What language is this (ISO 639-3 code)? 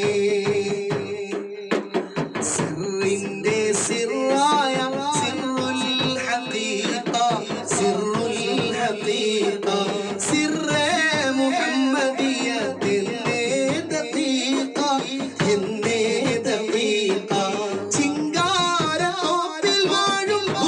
mal